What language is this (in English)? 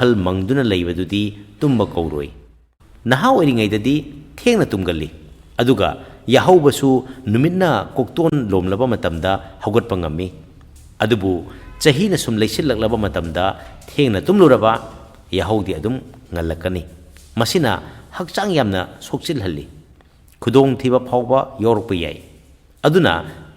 Manipuri